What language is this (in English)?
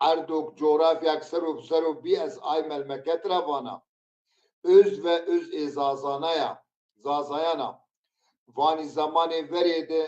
Zaza